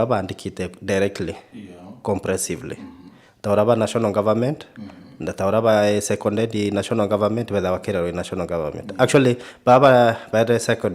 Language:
Meru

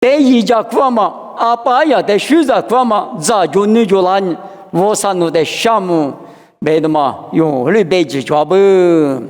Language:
Lisu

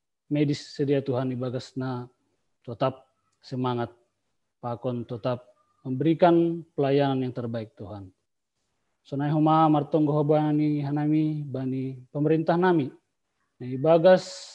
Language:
Batak Simalungun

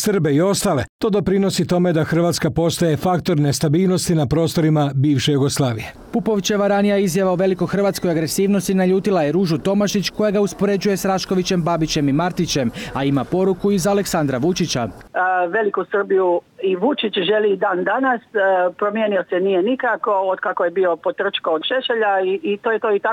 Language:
Croatian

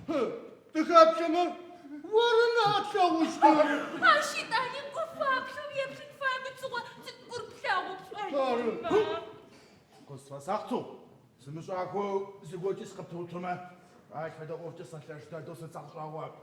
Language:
Adyghe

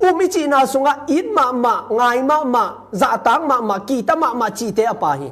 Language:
Tedim Chin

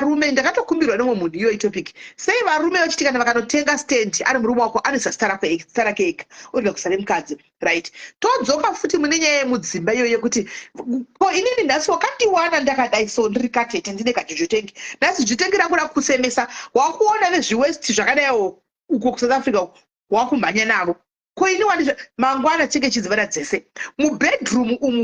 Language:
Shona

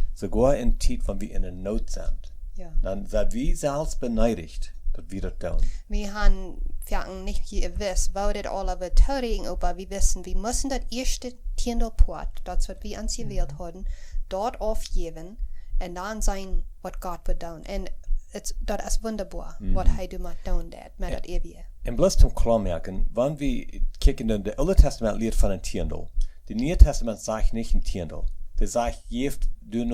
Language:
Plautdietsch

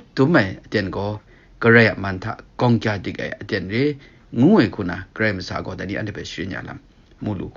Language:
Kachin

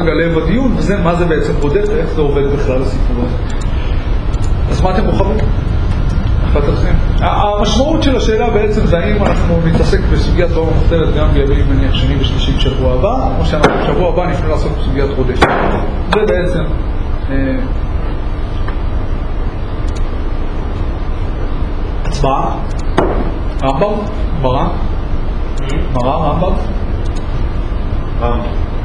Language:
Hebrew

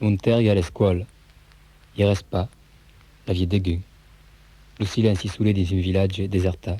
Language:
Occitan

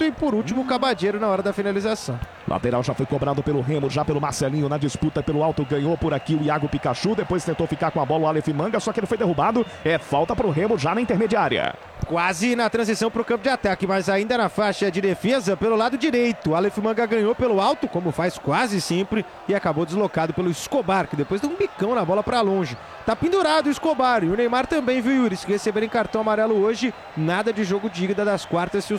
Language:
Portuguese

